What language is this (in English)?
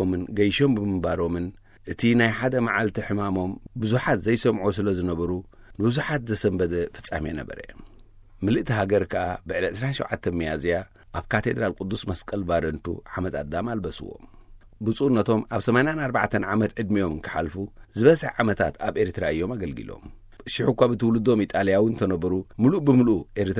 Tigrinya